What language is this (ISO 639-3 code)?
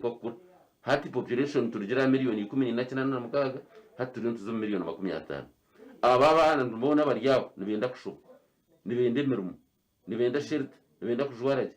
nyn